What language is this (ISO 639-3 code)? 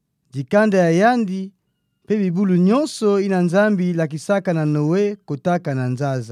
ktu